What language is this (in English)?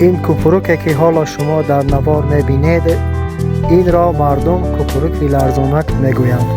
Tajik